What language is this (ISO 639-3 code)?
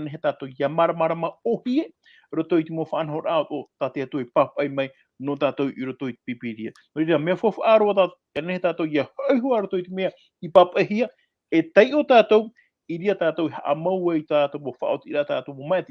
tah